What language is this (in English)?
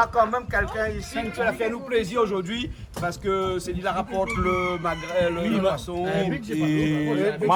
Réunion Creole French